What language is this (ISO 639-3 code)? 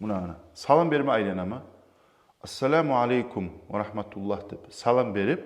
kum